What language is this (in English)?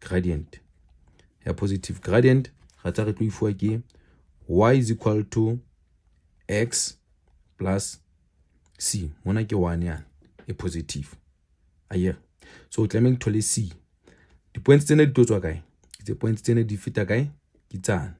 Southern Sotho